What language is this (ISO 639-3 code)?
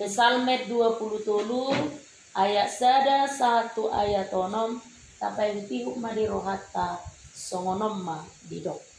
bbc